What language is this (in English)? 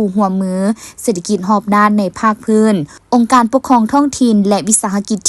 Lao